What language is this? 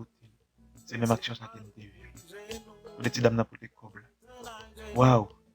Haitian Creole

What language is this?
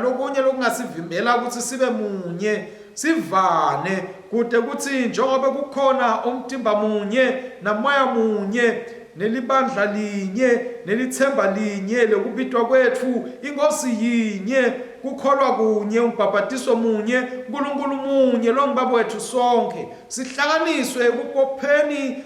Swati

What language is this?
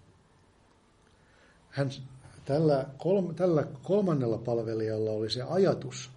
Finnish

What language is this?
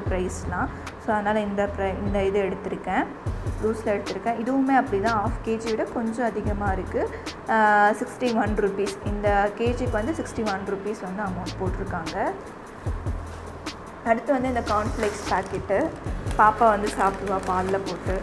Tamil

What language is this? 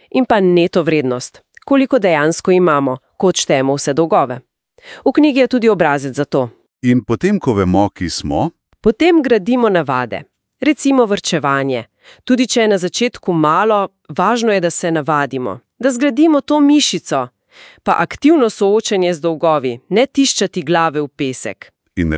Slovenian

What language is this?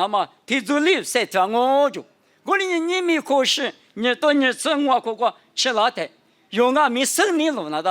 Lisu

